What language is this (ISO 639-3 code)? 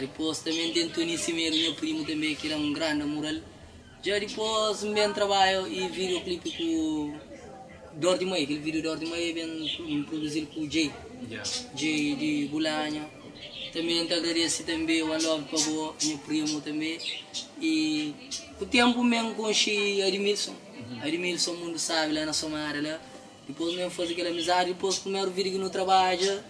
kea